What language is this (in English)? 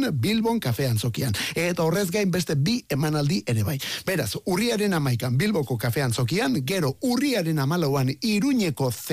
Basque